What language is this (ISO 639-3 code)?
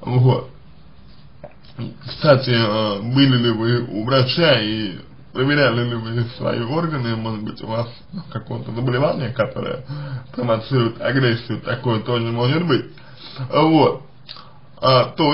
rus